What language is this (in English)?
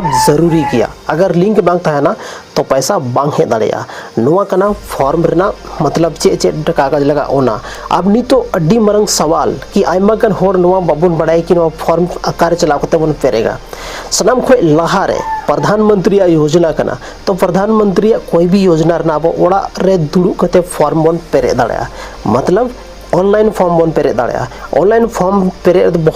Santali